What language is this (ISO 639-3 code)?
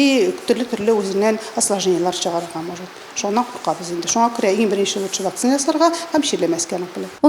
tat